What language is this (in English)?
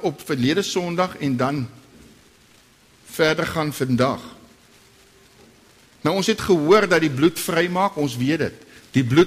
Afrikaans